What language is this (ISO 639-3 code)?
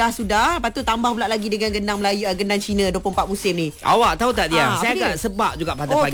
msa